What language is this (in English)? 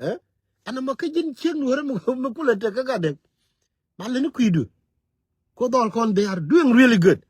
Nuer